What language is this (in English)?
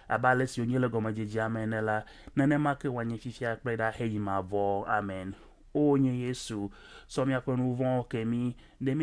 Ewe